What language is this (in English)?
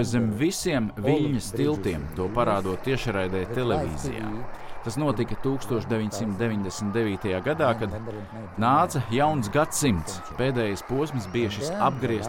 Latvian